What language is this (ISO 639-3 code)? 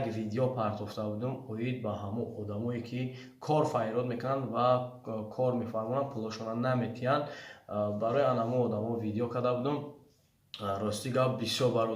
tgk